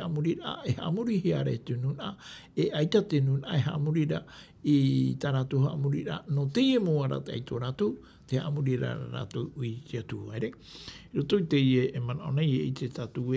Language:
Tahitian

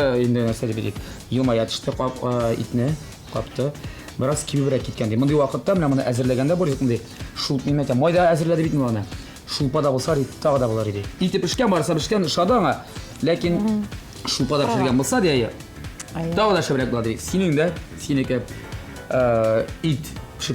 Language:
Tatar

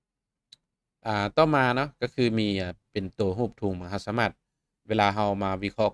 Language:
Lao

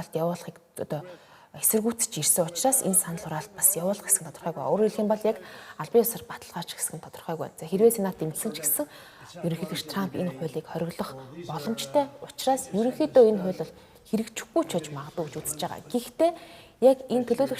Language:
Mongolian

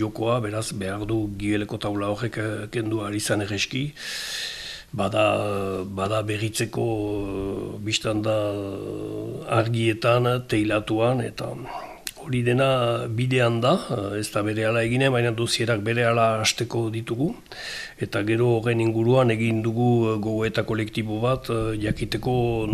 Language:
Basque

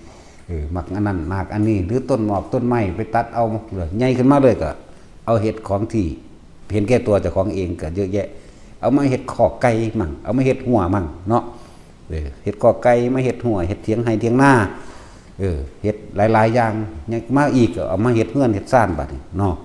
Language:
Northeastern Thai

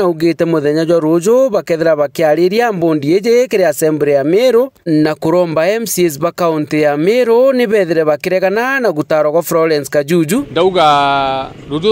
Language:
Meru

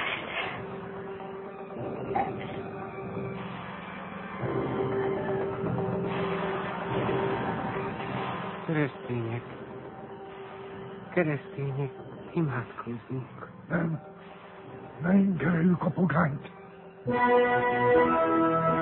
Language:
Hungarian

